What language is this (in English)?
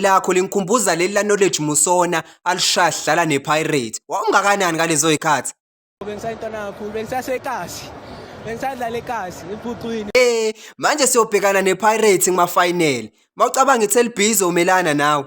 Zulu